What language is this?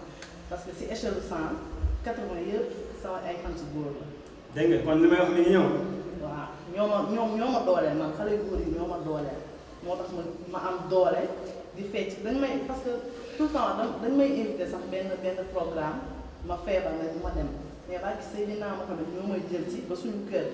Wolof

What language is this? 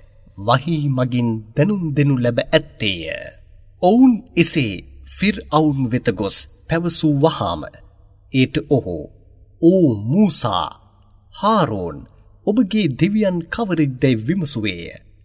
Sinhala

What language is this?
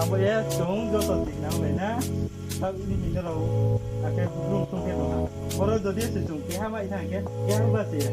Riang (India)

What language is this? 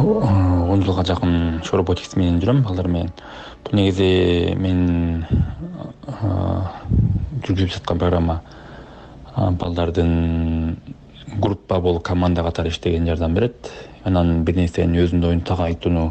Kyrgyz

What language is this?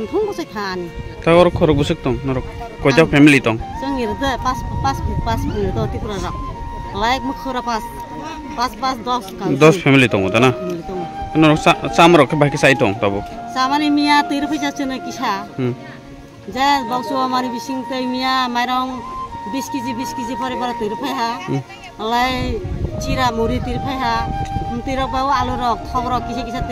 Kok Borok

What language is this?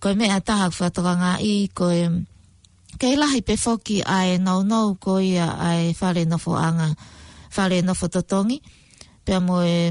Tongan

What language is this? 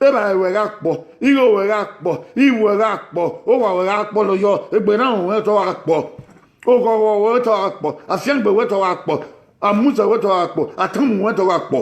Bini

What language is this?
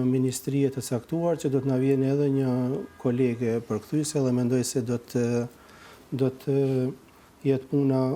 Albanian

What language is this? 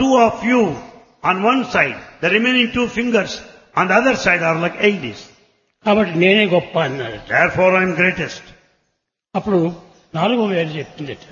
Telugu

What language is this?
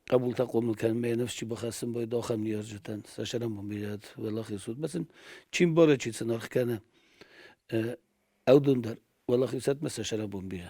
Ossetic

